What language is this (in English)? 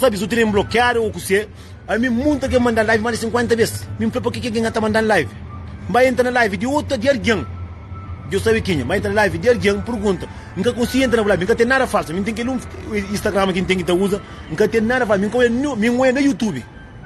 Kabuverdianu